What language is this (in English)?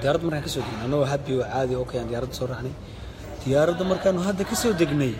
Somali